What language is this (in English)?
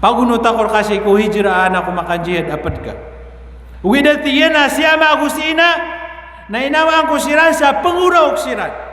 Maranao